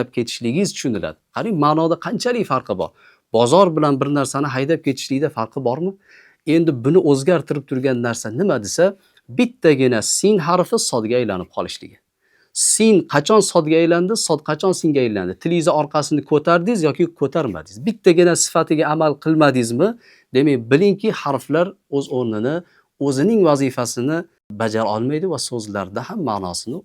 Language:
Uzbek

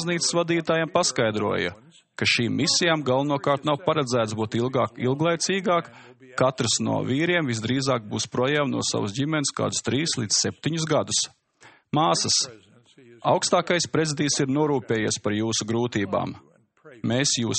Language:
Latvian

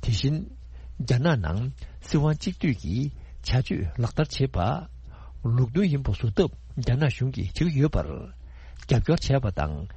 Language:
Tibetan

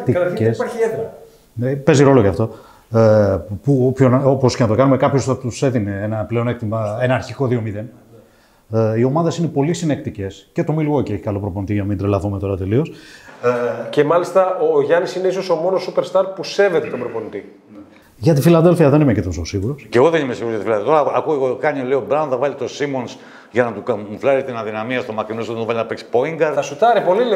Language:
Greek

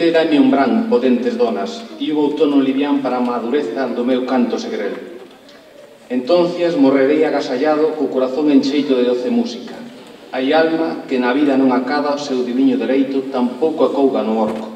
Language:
Galician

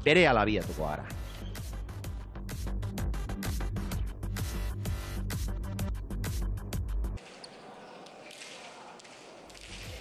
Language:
Basque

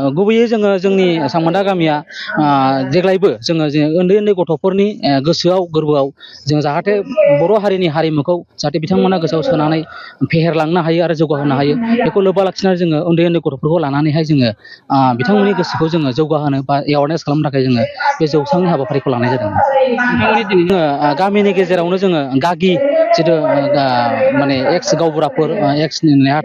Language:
Bodo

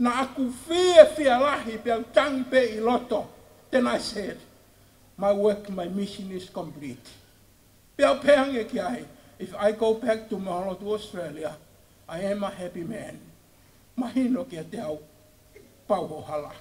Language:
Tongan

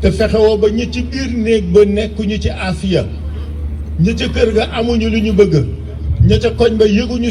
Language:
Wolof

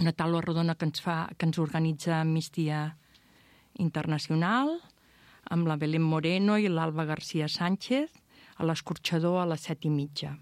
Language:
Catalan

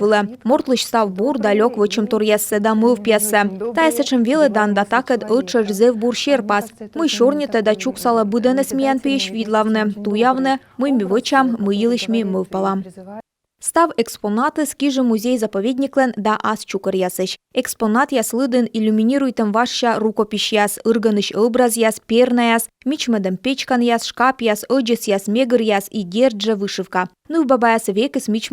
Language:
Komi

